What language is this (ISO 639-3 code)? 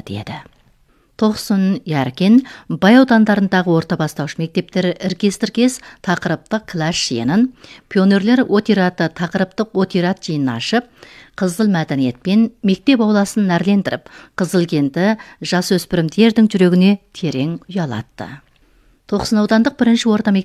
kaz